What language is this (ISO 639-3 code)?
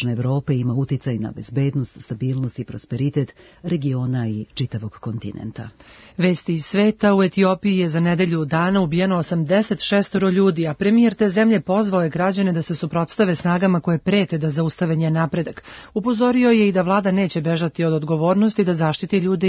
srp